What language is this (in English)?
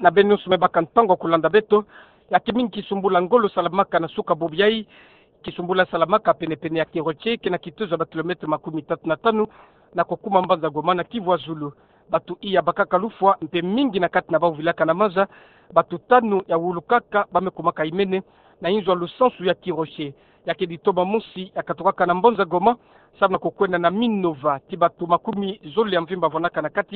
Kituba (Democratic Republic of Congo)